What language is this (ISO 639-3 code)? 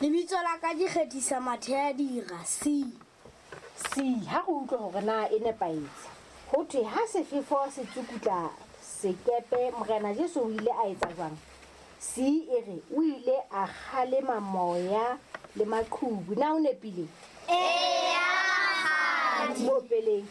sot